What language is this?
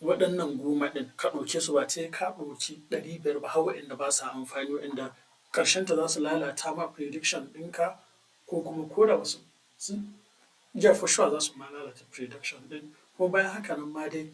Hausa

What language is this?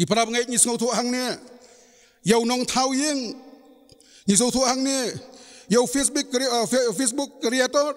Khasi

